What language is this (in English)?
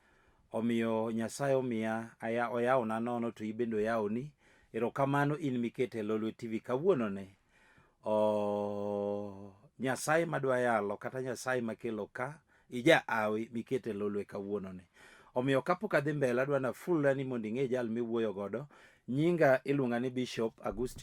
Luo (Kenya and Tanzania)